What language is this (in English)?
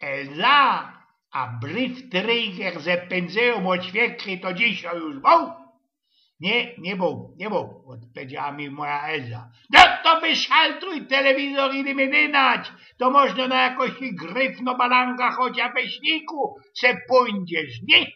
Silesian